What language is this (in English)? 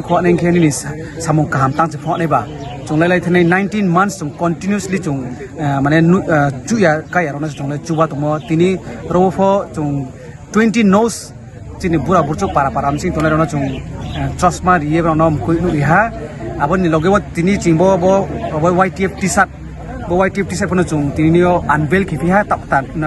Riang (India)